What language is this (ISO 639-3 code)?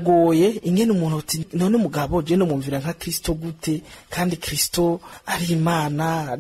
run